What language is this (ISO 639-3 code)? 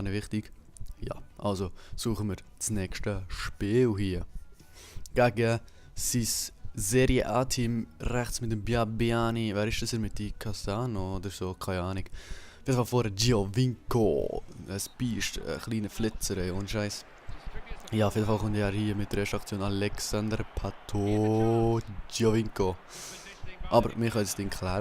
gsw